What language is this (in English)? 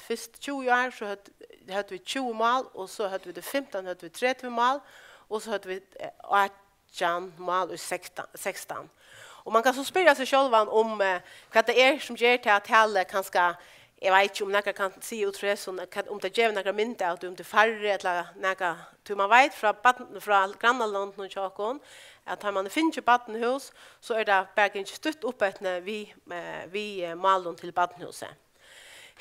Faroese